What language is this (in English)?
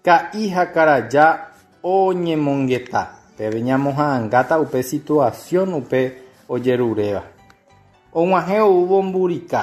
Guarani